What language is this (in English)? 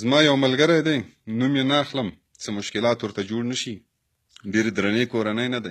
Pashto